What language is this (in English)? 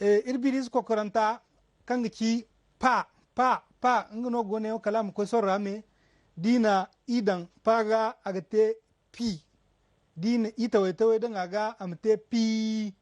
Zarma